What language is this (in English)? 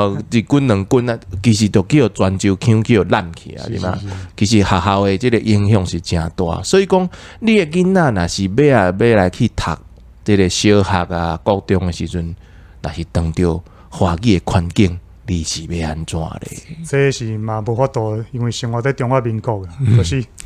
Min Nan Chinese